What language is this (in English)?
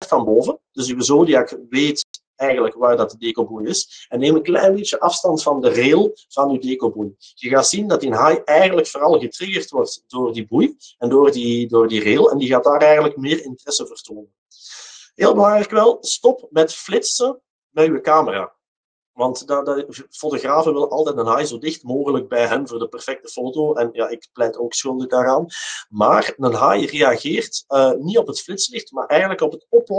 Dutch